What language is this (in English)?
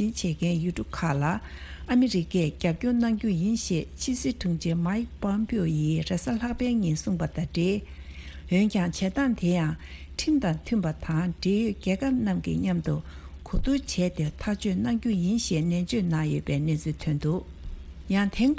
Tibetan